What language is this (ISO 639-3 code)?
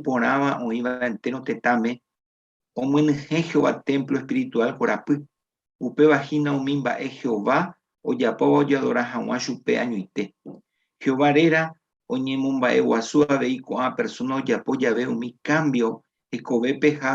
grn